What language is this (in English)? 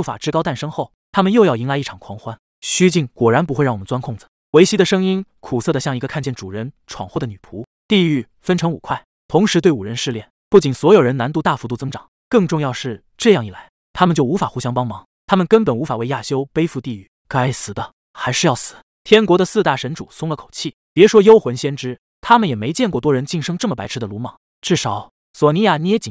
Chinese